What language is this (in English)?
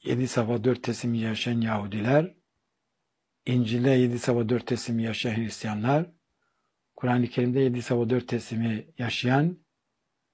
Turkish